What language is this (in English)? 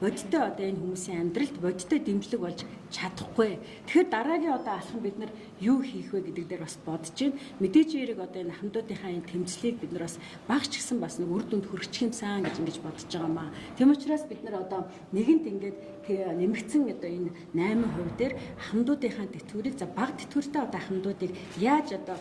Mongolian